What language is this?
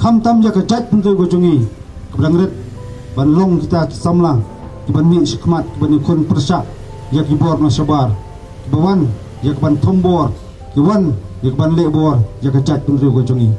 Khasi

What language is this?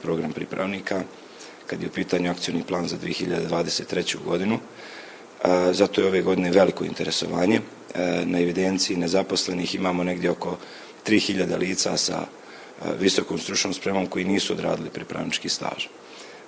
Bosnian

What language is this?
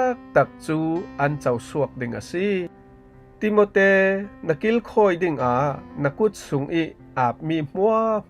Falam Chin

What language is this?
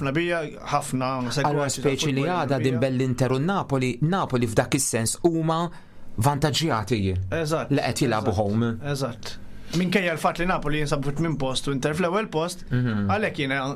Maltese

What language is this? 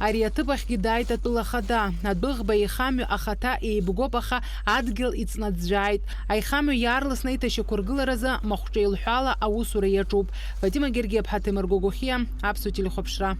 Abkhazian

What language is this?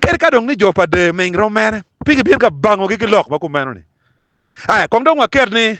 Acoli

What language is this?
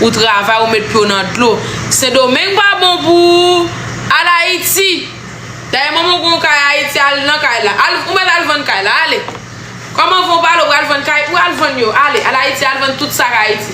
Haitian Creole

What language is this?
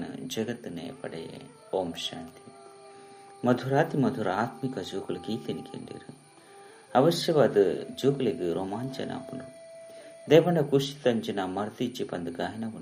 Tulu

